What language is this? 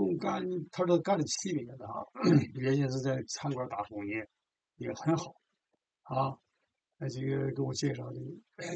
Chinese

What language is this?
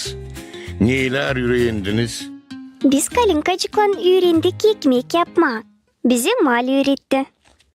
Gagauz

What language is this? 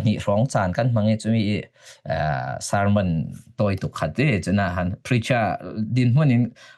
Falam Chin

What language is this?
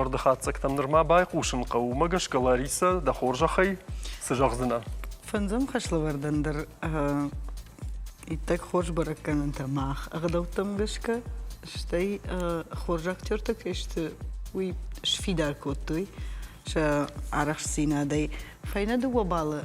Ossetic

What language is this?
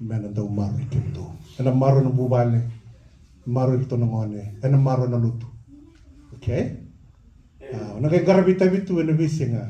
Fijian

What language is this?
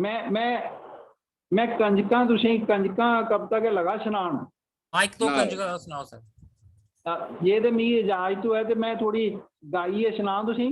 Dogri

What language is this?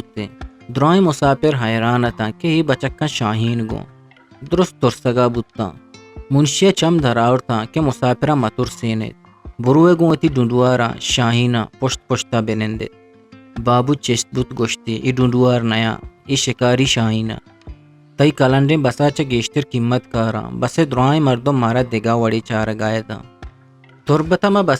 Eastern Balochi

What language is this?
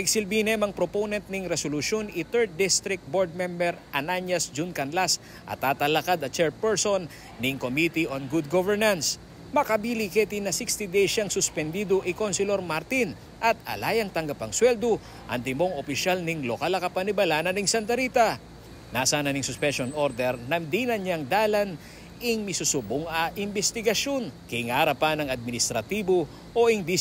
Pampanga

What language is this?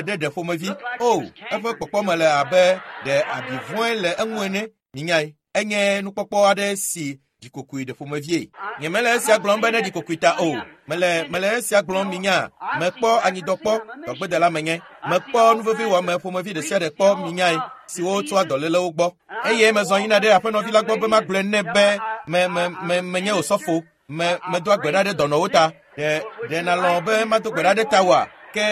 Ewe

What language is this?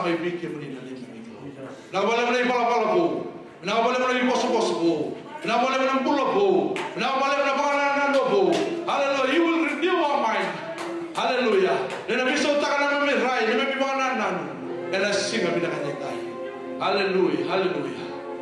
Fijian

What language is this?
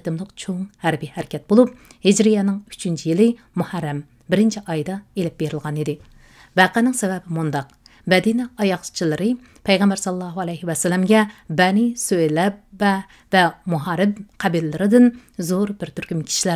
Uyghur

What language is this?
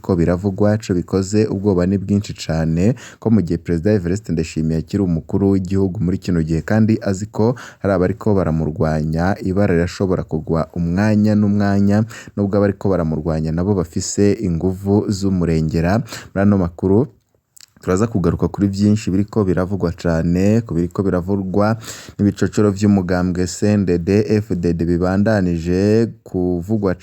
Rundi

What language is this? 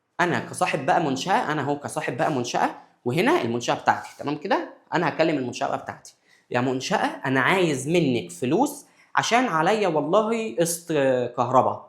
Egyptian Arabic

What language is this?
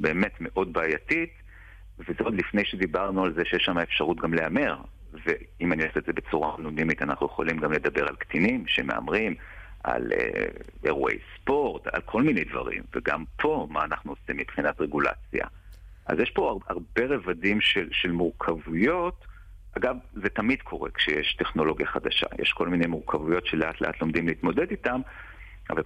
Hebrew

